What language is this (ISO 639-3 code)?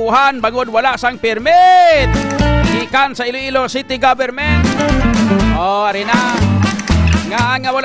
hil